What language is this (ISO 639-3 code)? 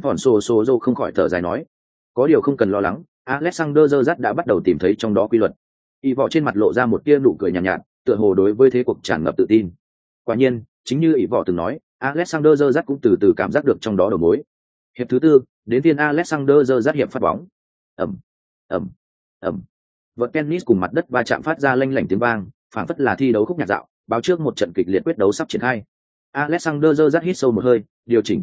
vie